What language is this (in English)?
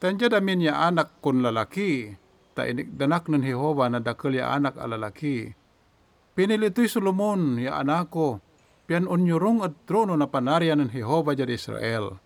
Pangasinan